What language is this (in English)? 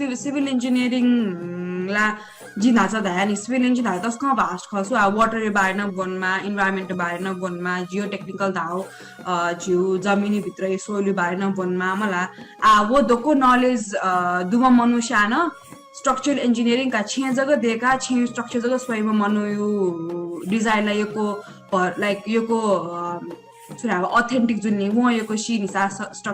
Newari